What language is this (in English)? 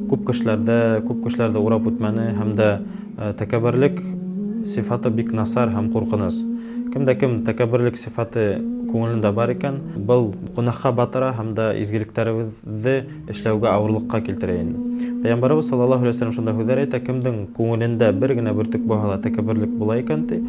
Bashkir